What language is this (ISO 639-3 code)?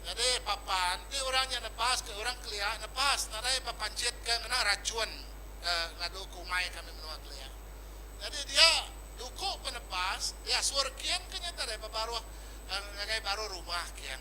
iba